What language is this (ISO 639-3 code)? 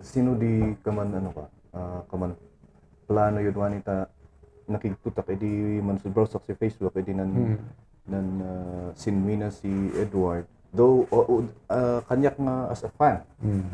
kne